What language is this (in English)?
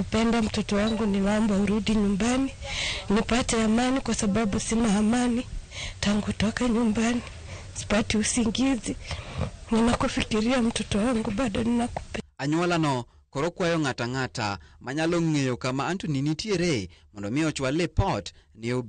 Luo (Kenya and Tanzania)